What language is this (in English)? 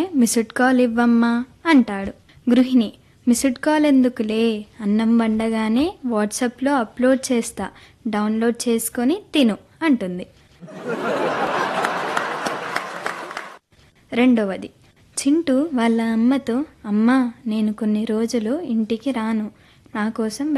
Telugu